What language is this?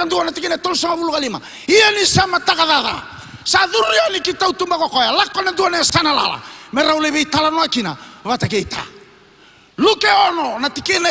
Fijian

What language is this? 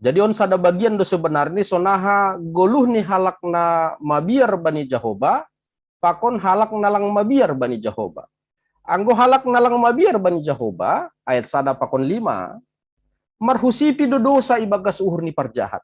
Batak Simalungun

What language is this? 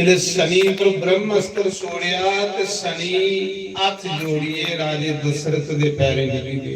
Dogri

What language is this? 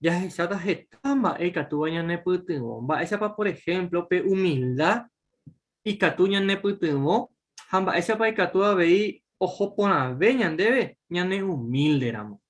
Guarani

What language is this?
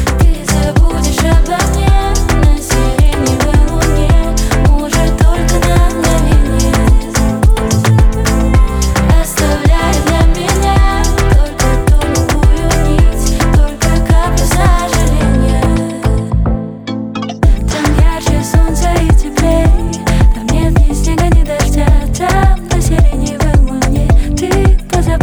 Russian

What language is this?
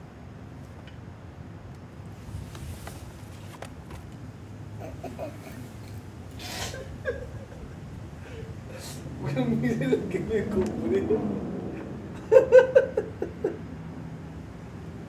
Spanish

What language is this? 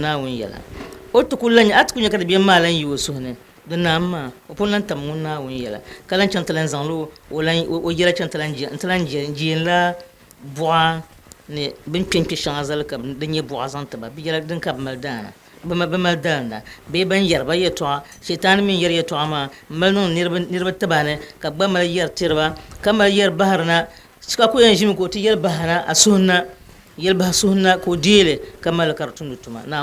Dagbani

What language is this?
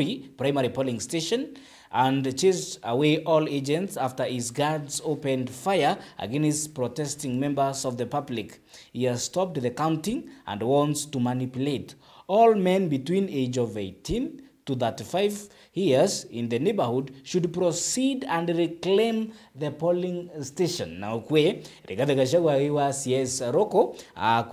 Meru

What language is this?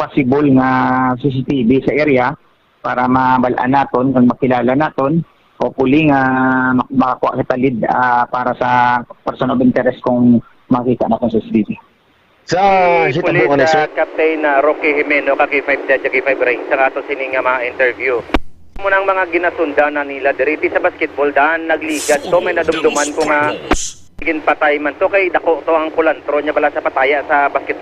Hiligaynon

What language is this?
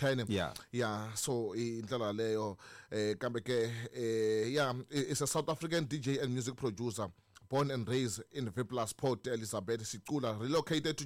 Tsonga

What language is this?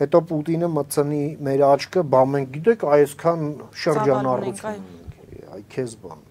Armenian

